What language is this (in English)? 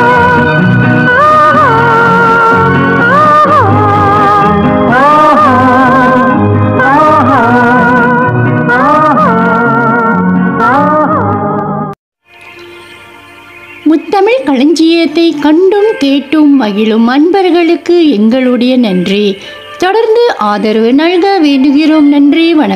Tamil